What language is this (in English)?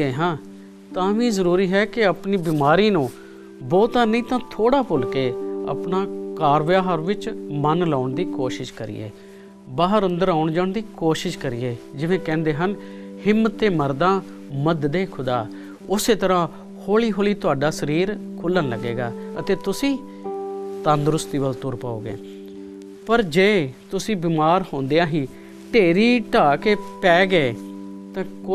Punjabi